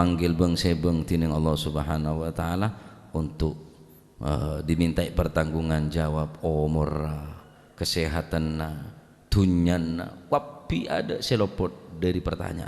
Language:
Madurese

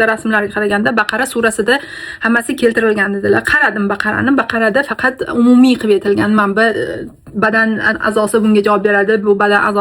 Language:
Uzbek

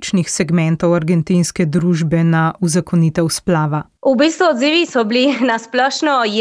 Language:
Slovenian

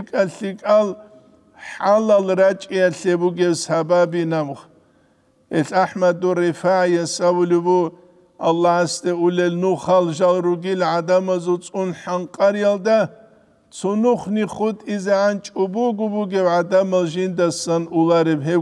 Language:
Avaric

